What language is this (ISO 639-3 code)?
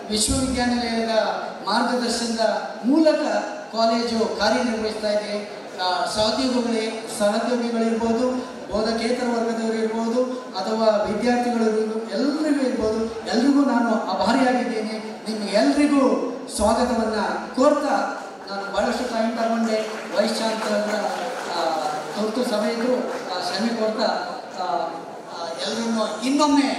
kan